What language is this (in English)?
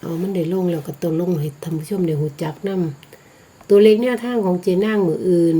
Northeastern Thai